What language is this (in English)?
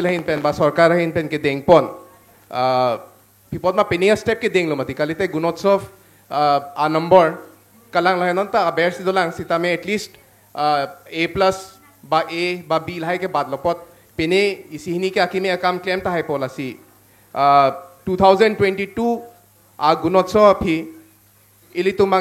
Karbi